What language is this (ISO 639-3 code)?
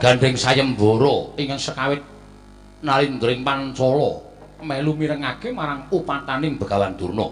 jav